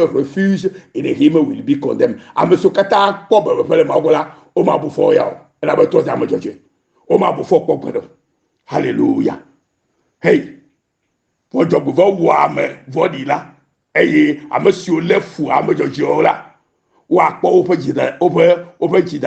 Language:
Ewe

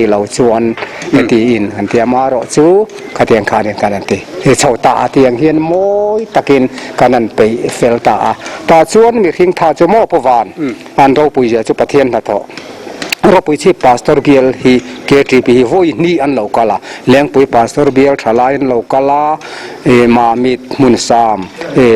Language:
Mizo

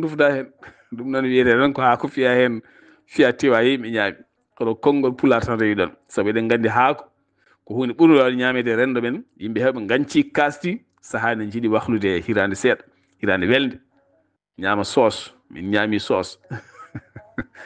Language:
Fula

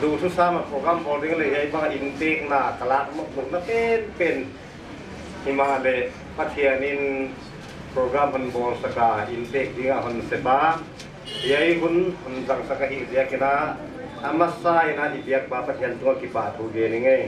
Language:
Paite Chin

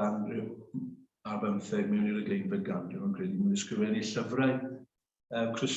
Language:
Welsh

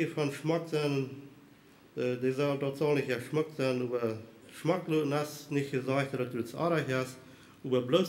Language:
Plautdietsch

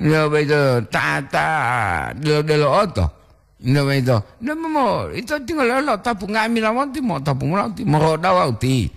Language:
Gorontalo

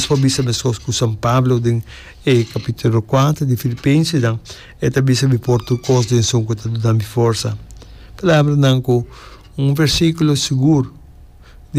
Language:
Papiamento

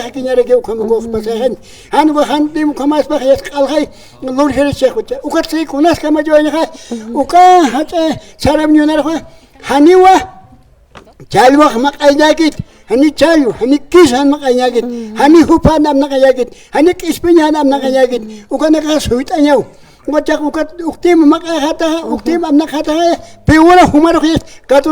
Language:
Aymara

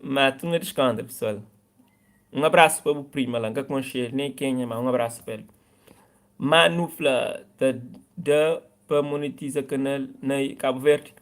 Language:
Kabuverdianu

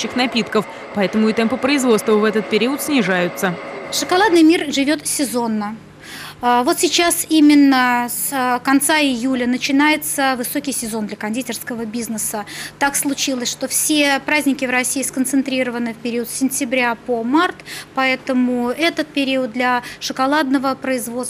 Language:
Russian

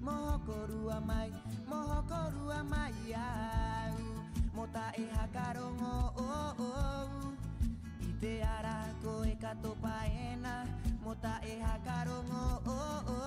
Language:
Rapanui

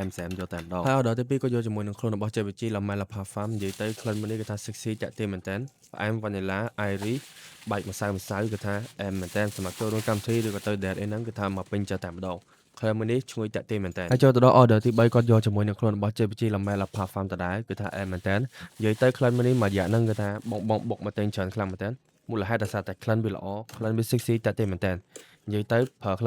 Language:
Khmer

